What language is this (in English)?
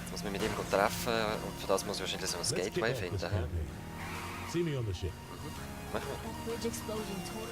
Swiss German